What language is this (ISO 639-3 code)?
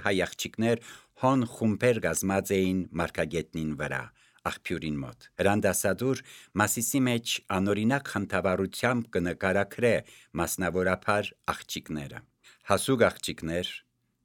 hye